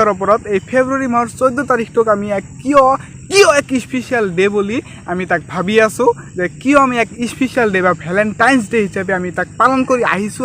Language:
Assamese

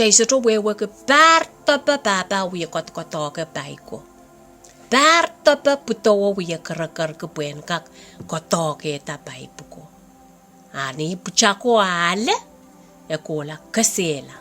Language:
Pohnpeian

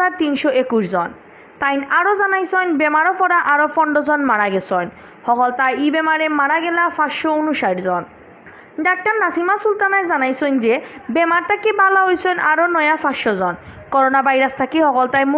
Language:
Sylheti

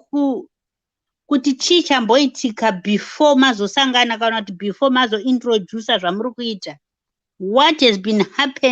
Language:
Shona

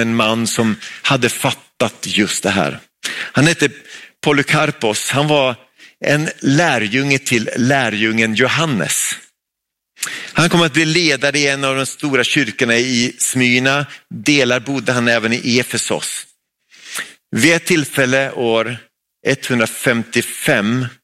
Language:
Swedish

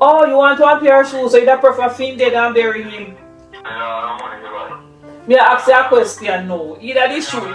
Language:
Jamaican Creole English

